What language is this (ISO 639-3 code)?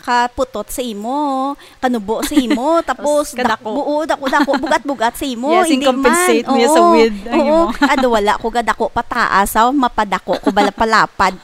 hil